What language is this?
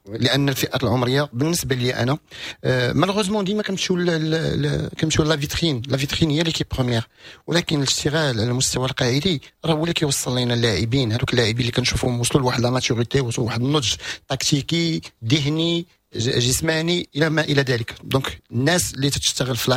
Moroccan Arabic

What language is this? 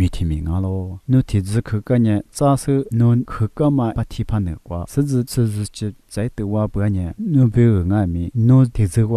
Lisu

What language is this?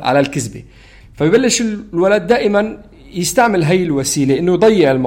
North Levantine Arabic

